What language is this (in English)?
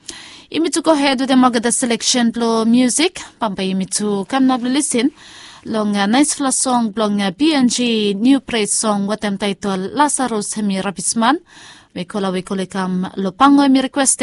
Bislama